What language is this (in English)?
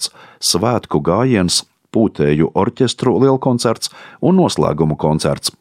Latvian